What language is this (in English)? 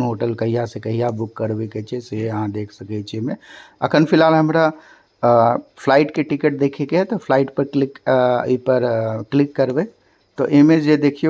Maithili